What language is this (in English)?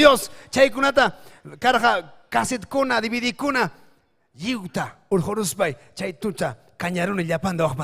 Ayacucho Quechua